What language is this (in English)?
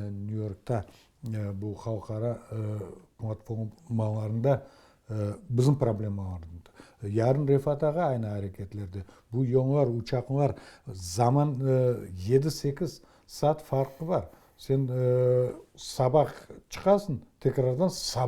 Crimean Tatar